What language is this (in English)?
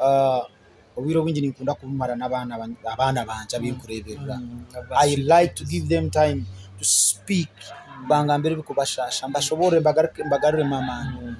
Nyankole